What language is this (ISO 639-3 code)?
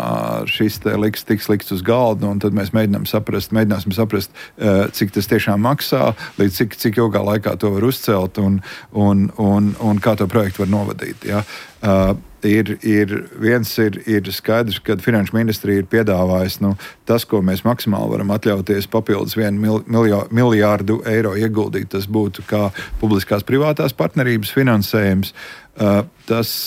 lav